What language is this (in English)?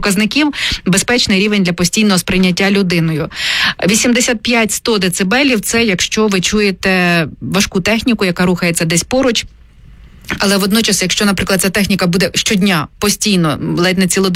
Ukrainian